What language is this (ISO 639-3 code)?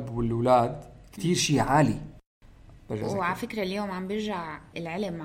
apc